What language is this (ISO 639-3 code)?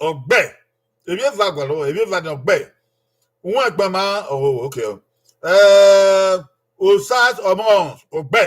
bin